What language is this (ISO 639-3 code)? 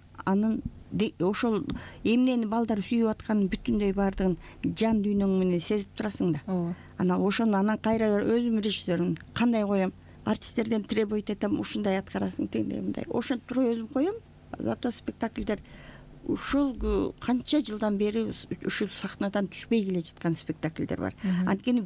kir